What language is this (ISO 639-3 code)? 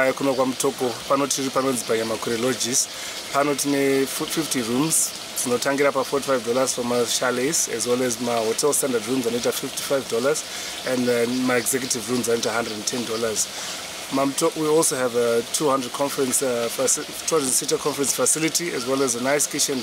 sna